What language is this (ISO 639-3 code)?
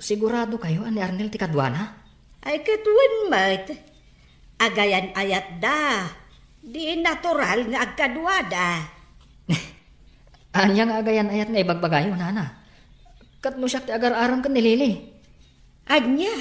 ilo